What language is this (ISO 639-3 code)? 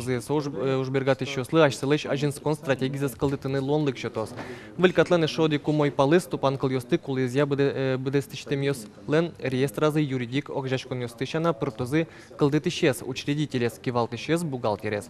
udm